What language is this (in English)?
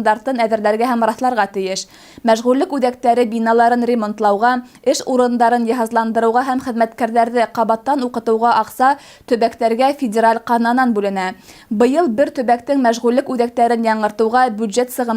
Bashkir